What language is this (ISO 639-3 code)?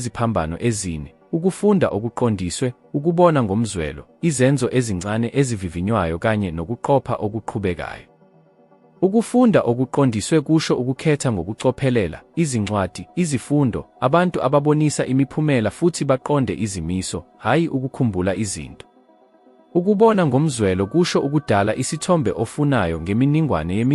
zul